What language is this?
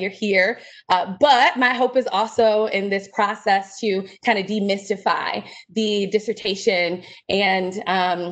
English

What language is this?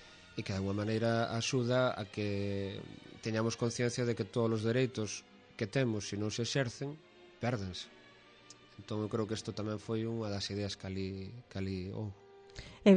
Galician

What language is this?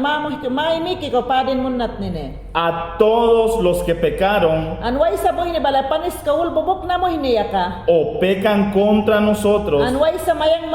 Mayangna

